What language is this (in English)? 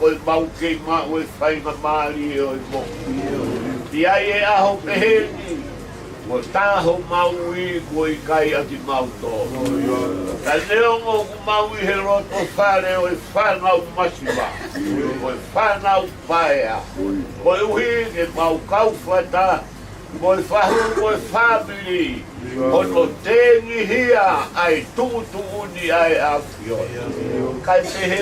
Tongan